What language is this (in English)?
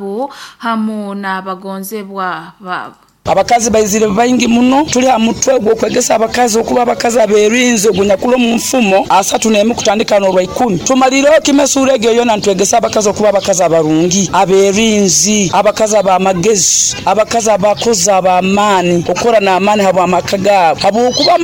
Nyoro